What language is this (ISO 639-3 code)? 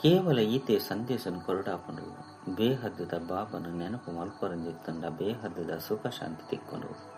tcy